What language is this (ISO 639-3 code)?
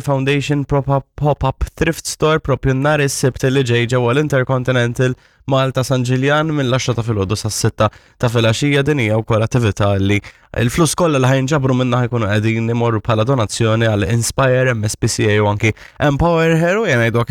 mlt